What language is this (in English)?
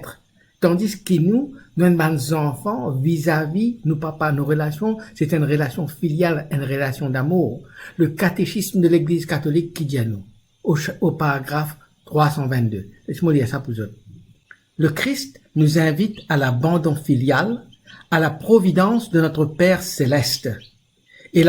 Morisyen